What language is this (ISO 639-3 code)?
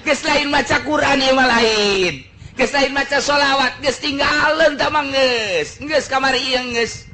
sun